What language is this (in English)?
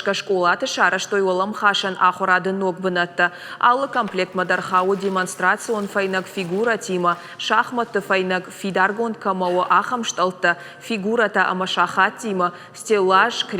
Ossetic